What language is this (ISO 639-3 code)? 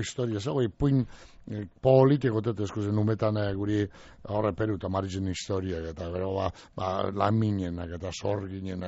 eus